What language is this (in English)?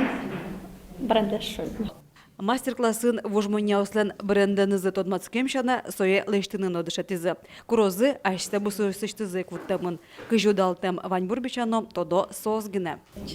Udmurt